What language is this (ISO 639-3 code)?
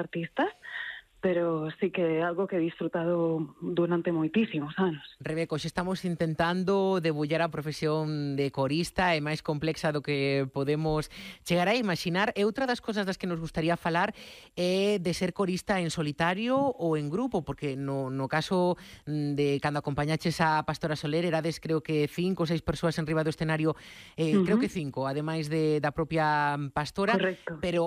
glg